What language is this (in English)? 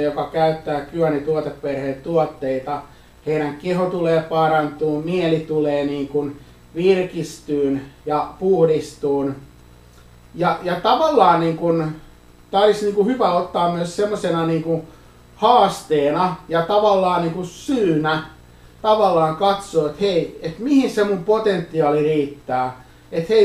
Finnish